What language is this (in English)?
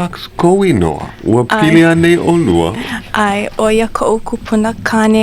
Hawaiian